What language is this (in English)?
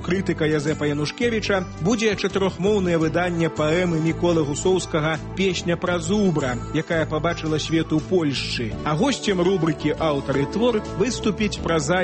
Belarusian